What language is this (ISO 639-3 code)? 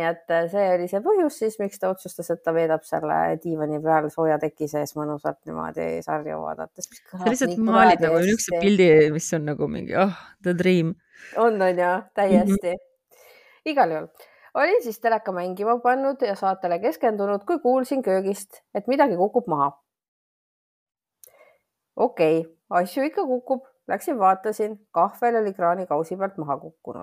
est